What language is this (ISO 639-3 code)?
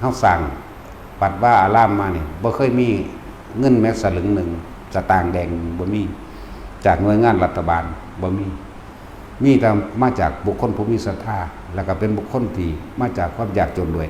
tts